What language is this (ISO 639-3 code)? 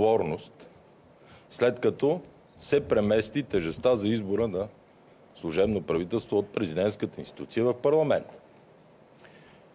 bul